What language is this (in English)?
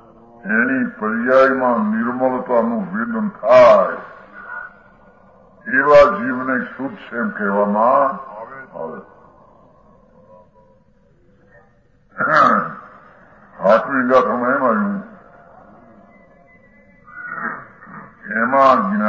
Gujarati